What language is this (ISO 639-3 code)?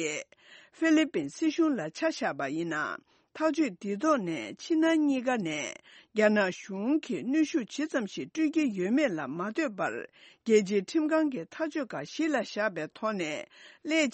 bod